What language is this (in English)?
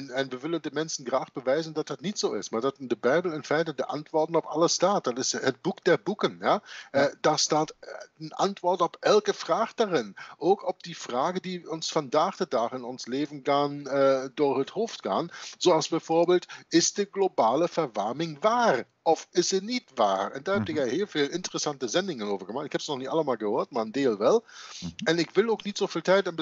Dutch